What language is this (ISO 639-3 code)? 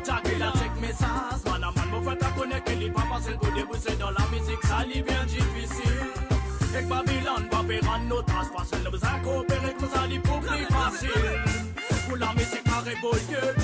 mfe